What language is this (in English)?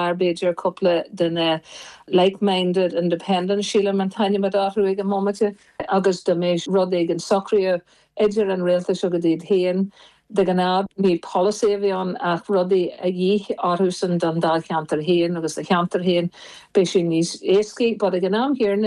Irish